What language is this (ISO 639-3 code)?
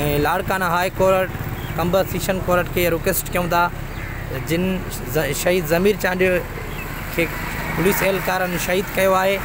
snd